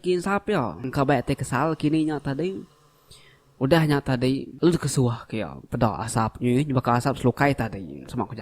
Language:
Iban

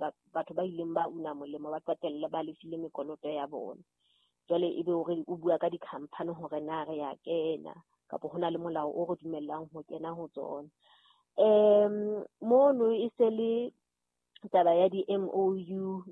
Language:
Southern Sotho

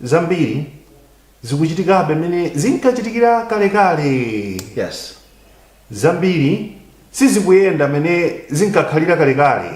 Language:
Nyanja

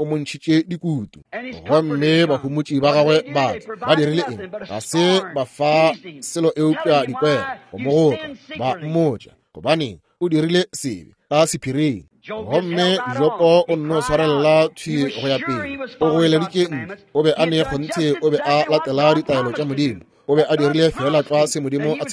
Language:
Northern Sotho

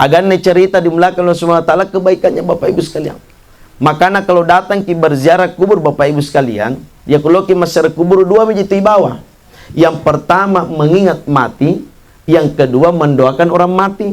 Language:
Buginese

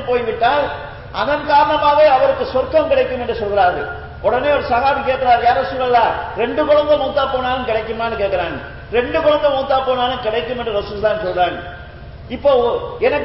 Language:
Tamil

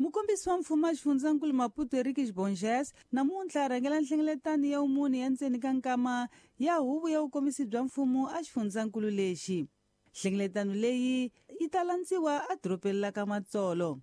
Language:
Tsonga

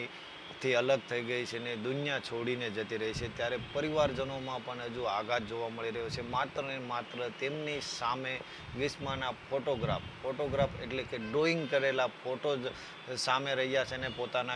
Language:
Gujarati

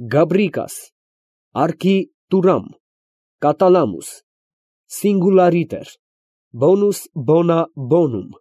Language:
Armenian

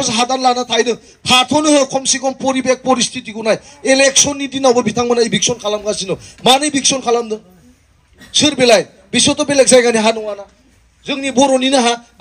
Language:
Bodo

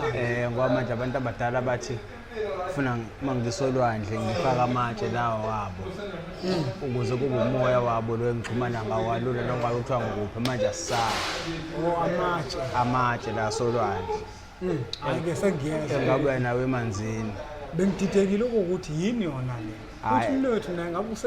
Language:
Zulu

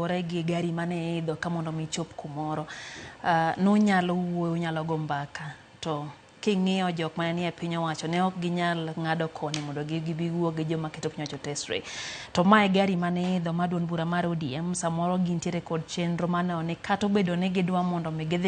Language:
Luo (Kenya and Tanzania)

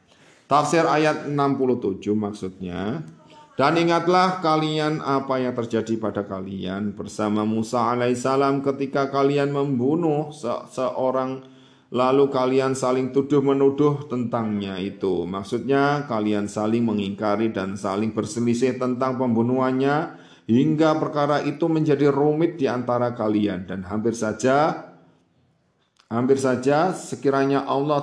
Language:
Indonesian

